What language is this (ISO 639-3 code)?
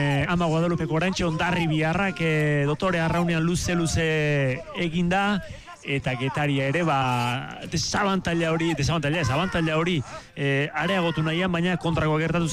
eus